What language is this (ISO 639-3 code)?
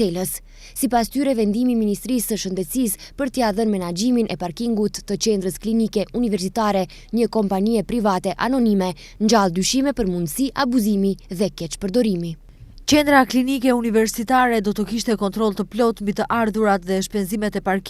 sqi